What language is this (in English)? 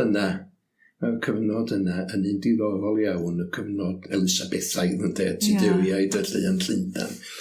Welsh